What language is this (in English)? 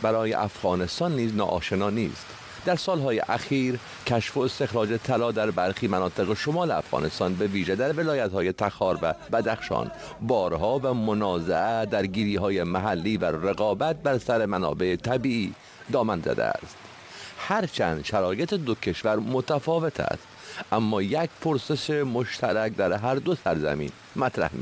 Persian